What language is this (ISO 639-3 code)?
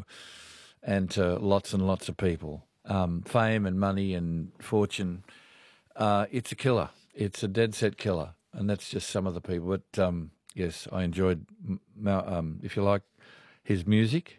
eng